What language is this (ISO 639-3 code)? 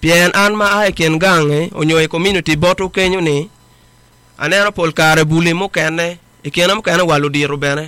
ach